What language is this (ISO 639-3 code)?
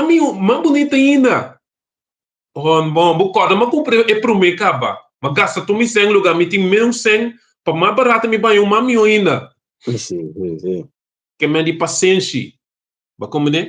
pap